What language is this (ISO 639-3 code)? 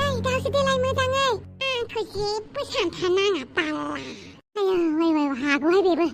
brx